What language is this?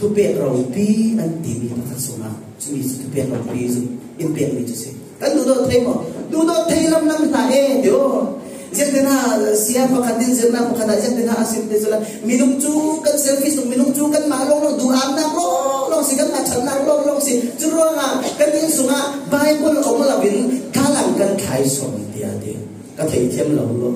Falam Chin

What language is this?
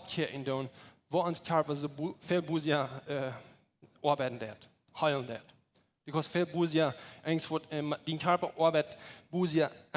Plautdietsch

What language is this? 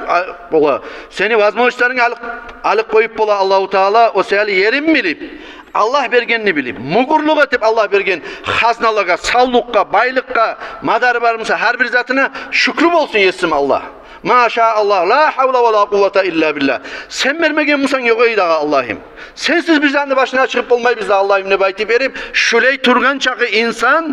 Kumyk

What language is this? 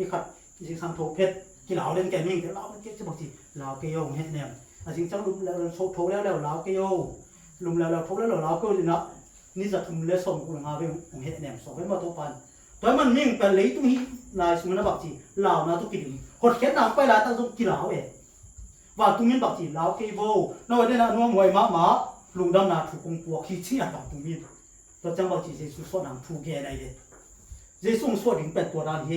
Tedim Chin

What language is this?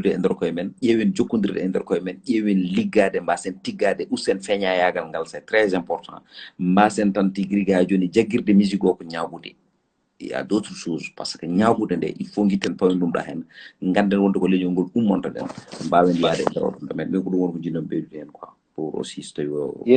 Fula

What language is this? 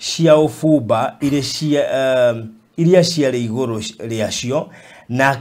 Kikuyu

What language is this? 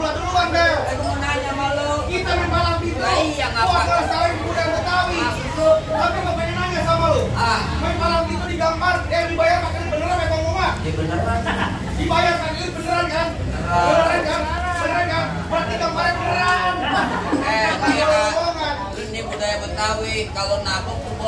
Betawi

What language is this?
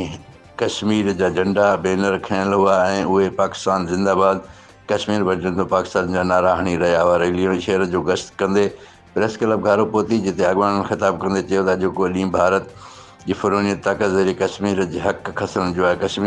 Sindhi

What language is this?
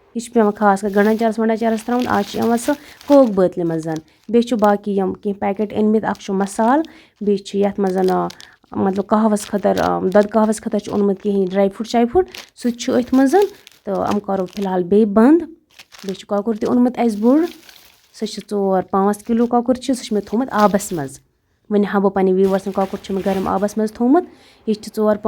Kashmiri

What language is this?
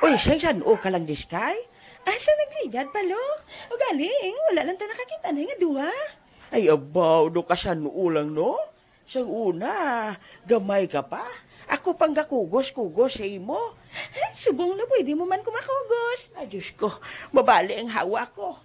Hiligaynon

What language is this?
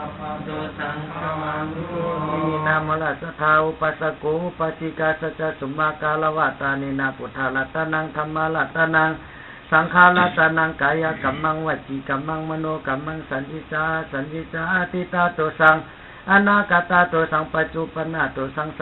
Pali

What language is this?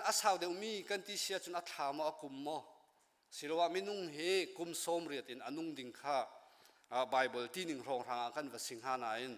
Hakha Chin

